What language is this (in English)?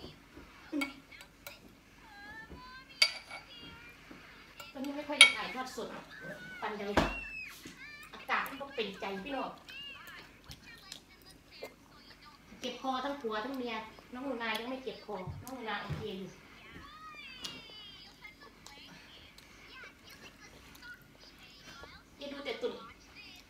Thai